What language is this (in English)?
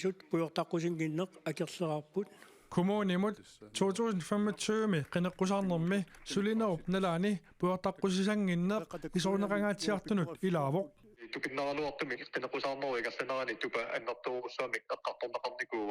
Kalaallisut